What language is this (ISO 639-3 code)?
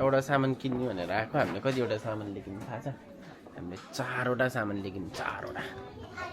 nep